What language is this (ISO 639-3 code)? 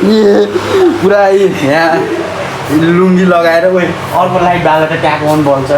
nep